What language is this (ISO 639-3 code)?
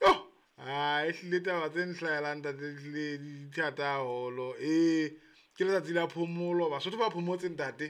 sot